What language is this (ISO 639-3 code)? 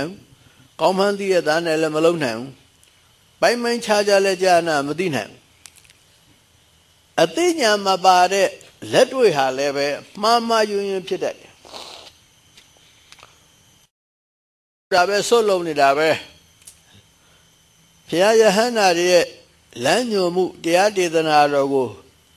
mya